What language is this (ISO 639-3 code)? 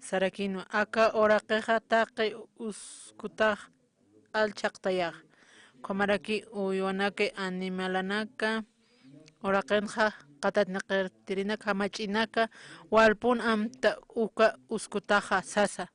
aym